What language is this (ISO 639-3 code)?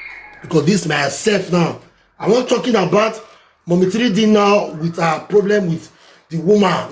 pcm